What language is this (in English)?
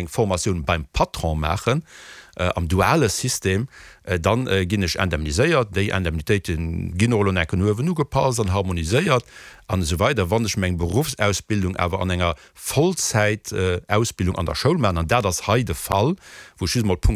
Luxembourgish